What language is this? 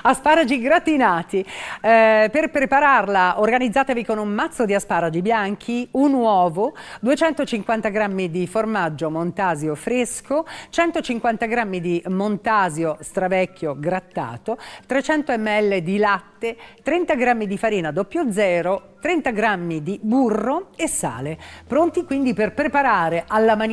Italian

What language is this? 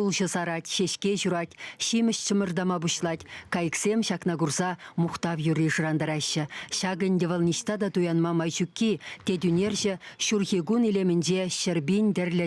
Chuvash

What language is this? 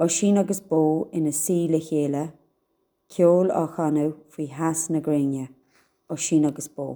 Irish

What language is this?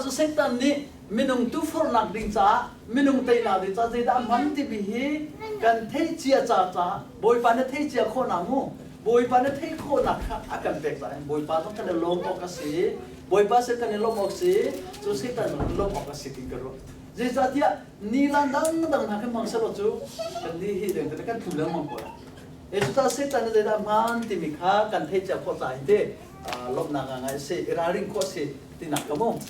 Hakha Chin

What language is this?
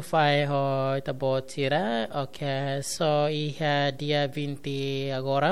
Tetum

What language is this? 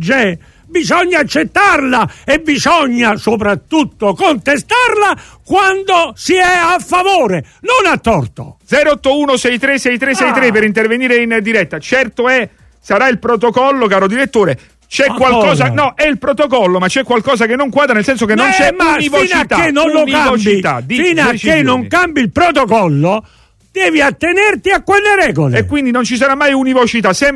Italian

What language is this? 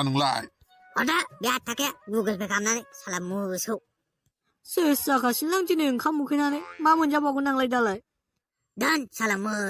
Bodo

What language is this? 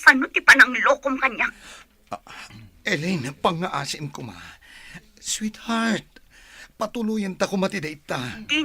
Iloko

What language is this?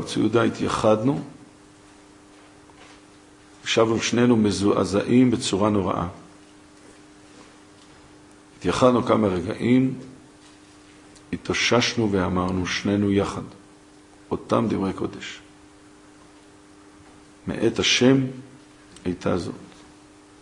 Hebrew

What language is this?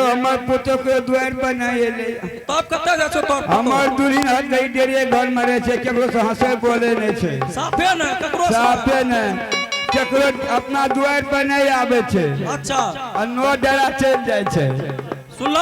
Angika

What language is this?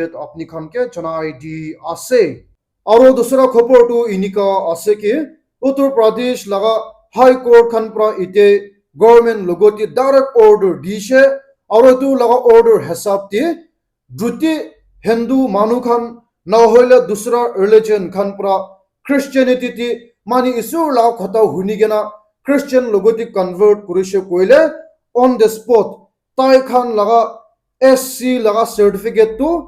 Naga Pidgin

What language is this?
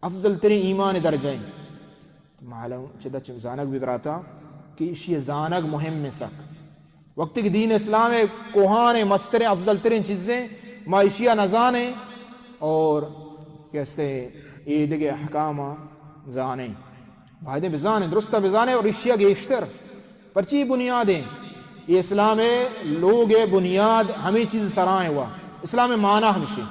Baluchi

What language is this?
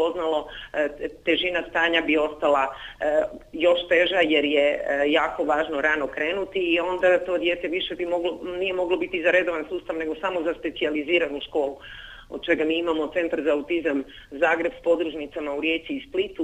Croatian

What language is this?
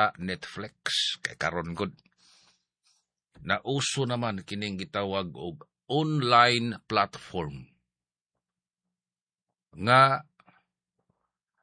Cebuano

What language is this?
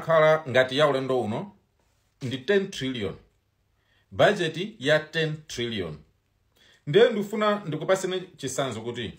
Nyanja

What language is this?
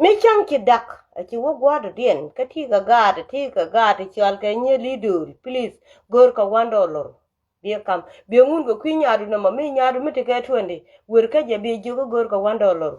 Nuer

